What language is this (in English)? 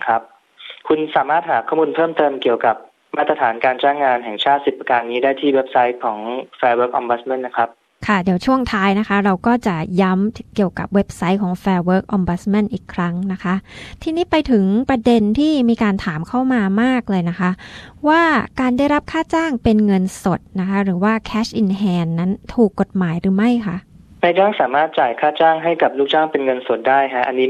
Thai